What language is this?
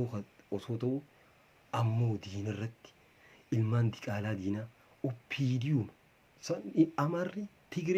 Oromo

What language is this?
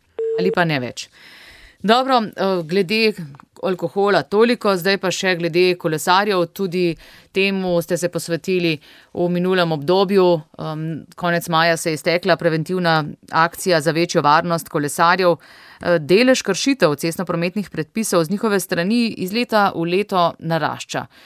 Slovenian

